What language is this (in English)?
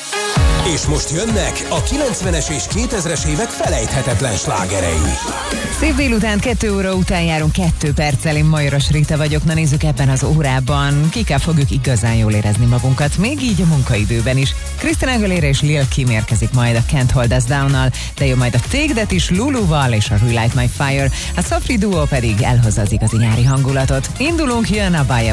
Hungarian